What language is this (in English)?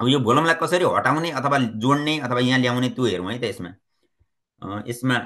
Nepali